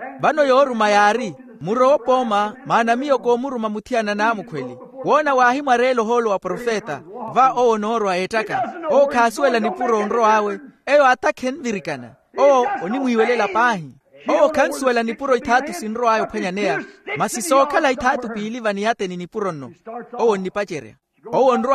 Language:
Makhuwa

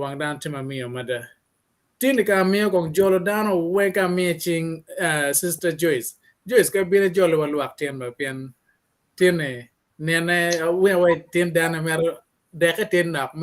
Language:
Acoli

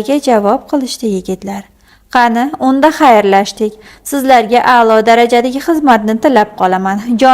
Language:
Uzbek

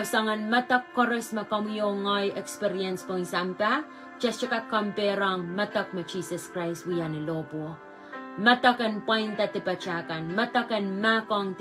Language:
Pohnpeian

